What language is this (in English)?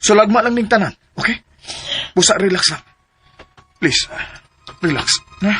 Cebuano